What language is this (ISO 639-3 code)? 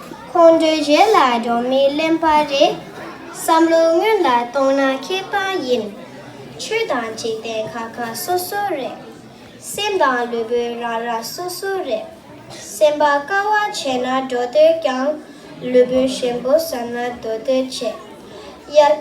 bod